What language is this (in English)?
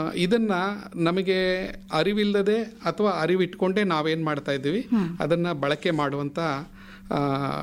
Kannada